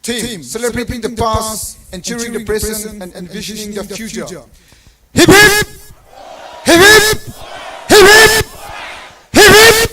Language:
Tangkhul Naga (India)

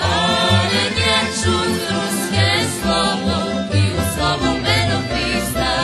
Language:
Rusyn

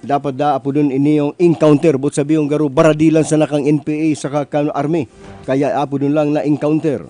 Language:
Bikol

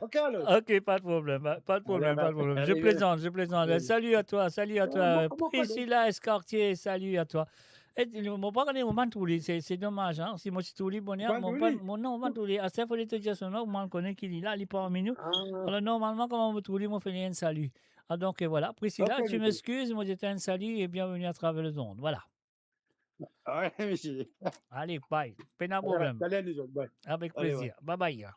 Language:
Morisyen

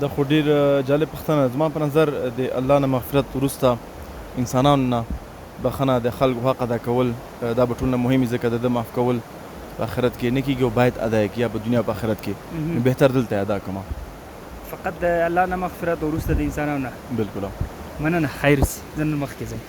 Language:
Pashto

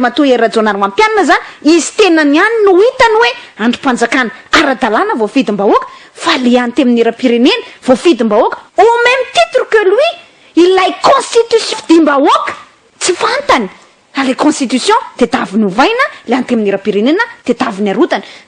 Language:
Malagasy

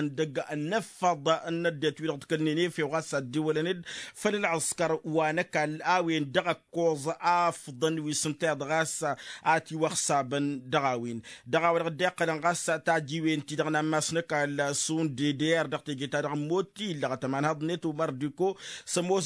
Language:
Tamasheq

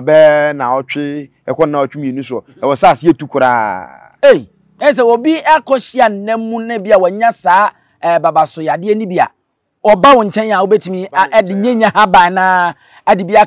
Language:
Akan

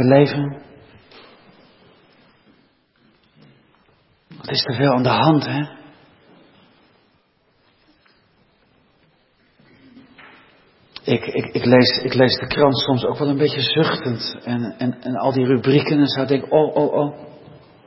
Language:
Dutch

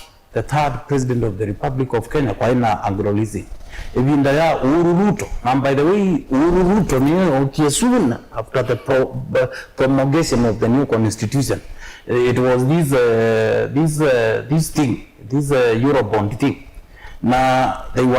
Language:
Kamba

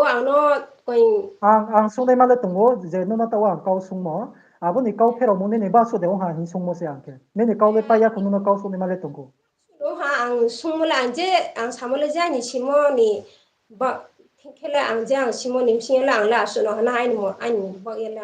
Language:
Riang (India)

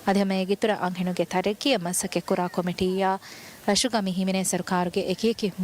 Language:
Divehi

